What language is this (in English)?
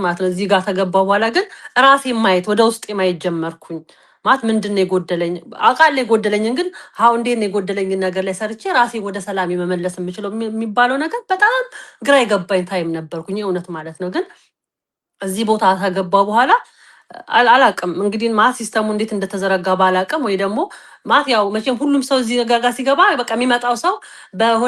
Amharic